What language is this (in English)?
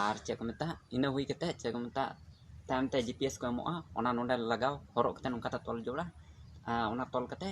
Santali